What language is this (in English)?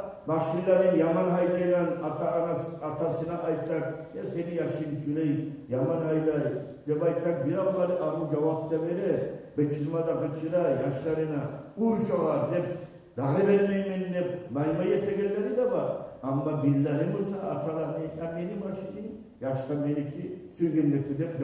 Kumyk